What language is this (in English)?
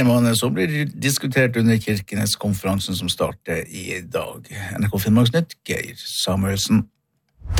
Norwegian